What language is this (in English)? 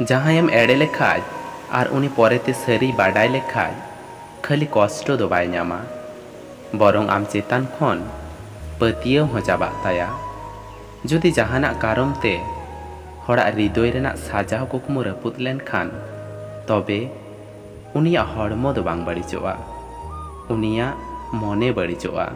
Santali